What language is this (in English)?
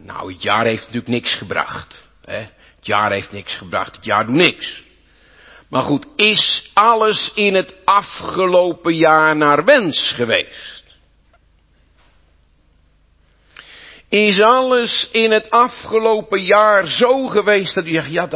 Dutch